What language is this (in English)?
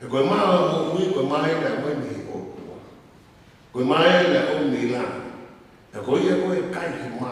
Tongan